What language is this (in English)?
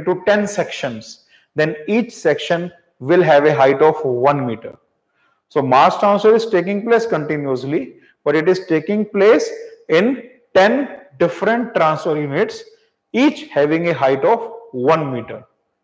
English